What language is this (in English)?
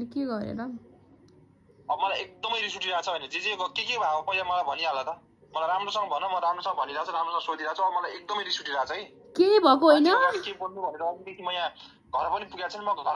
Nepali